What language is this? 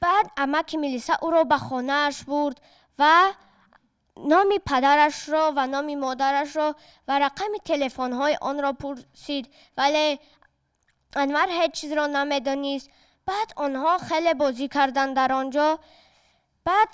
Tajik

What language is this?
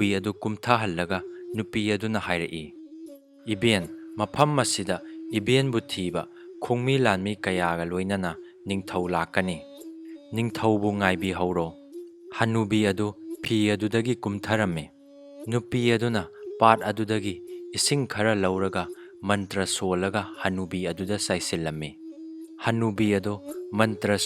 Manipuri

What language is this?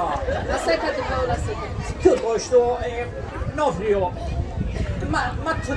Sicilian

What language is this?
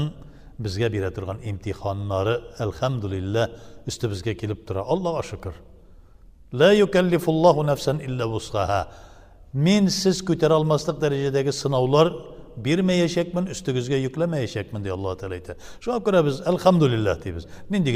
Tatar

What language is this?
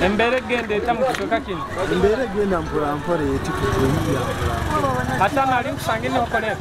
Nyoro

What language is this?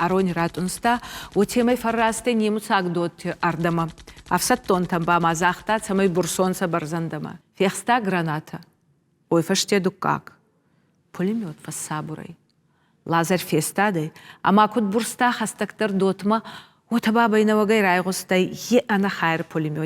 Ossetic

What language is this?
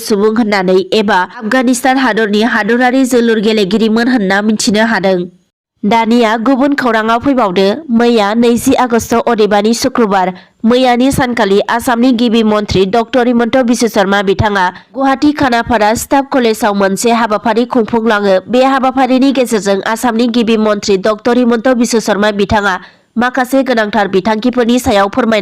Bodo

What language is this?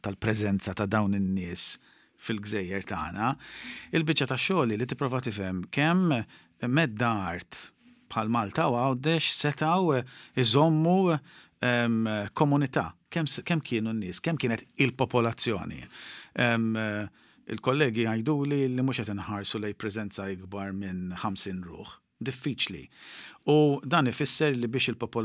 Maltese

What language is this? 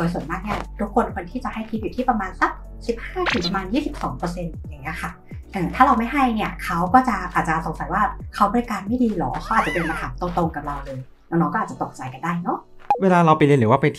Thai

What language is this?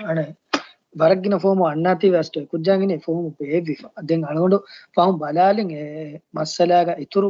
Divehi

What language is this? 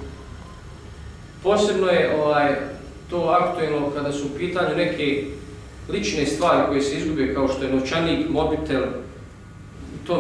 Bosnian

